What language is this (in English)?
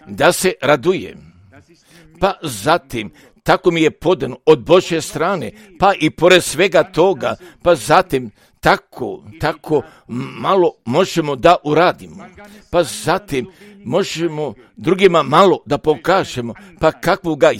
Croatian